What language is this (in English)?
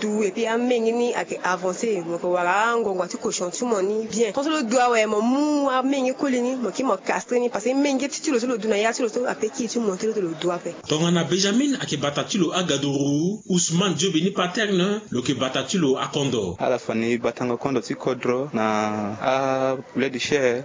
Sango